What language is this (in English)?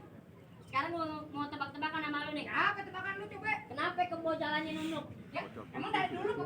Betawi